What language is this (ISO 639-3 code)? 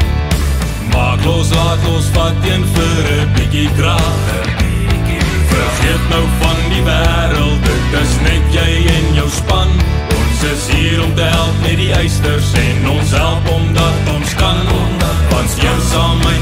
afr